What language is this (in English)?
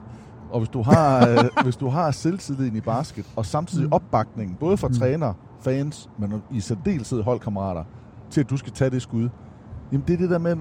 Danish